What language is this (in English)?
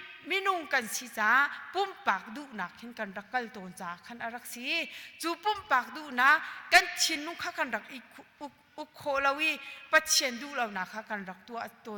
Hakha Chin